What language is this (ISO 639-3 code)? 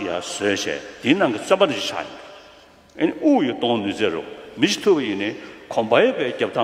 bod